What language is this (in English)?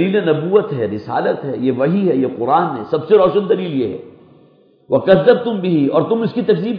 Urdu